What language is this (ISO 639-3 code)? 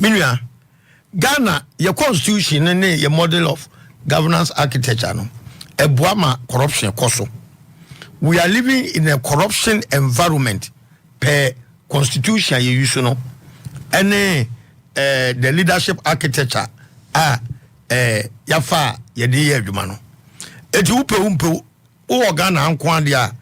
aka